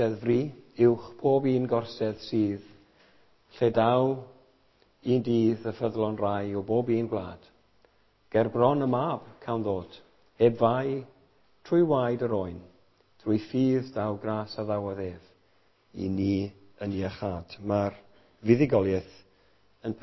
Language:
Welsh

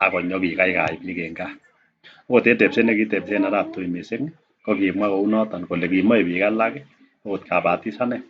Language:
Kalenjin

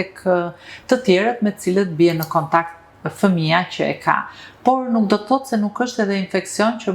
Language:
Albanian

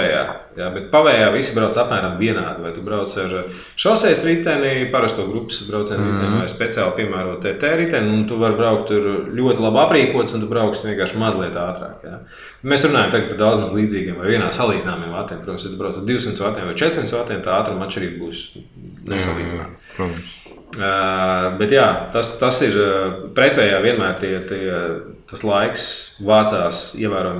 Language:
Latvian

